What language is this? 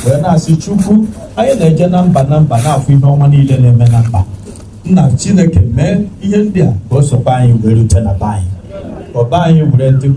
Igbo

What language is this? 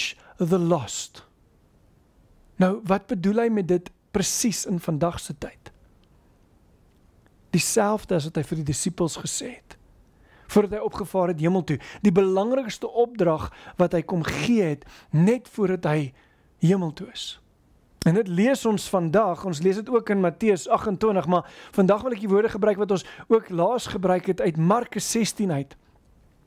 Afrikaans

